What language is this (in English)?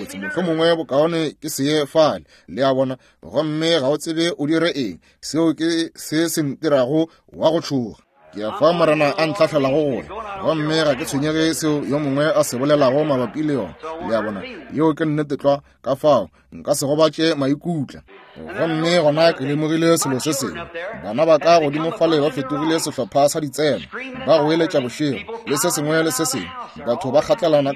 Northern Sotho